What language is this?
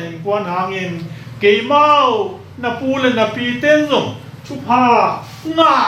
Tedim Chin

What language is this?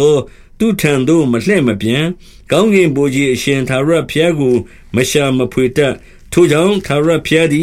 Burmese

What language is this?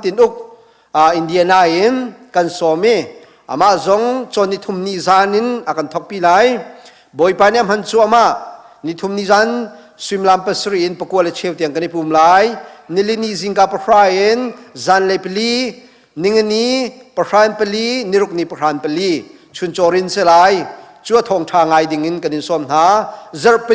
Hakha Chin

